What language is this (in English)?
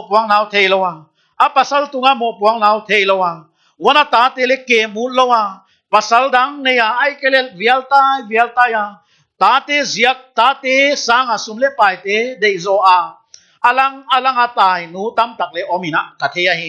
Paite Chin